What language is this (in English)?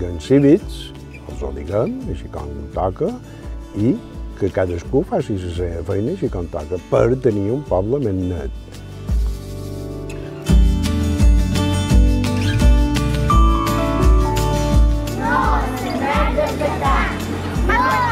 Catalan